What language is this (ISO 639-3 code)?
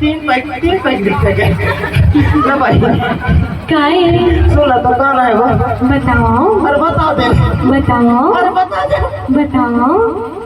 hne